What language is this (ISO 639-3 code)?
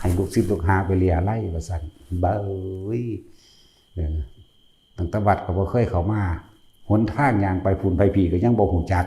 tts